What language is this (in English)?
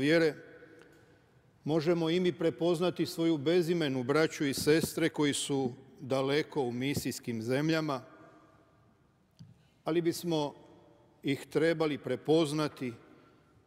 Croatian